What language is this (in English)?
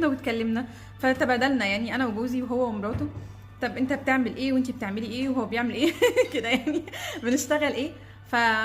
Egyptian Arabic